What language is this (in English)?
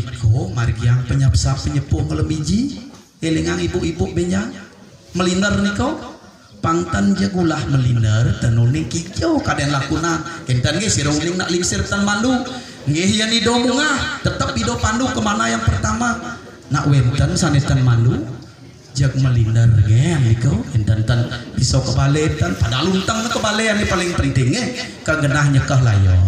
Balinese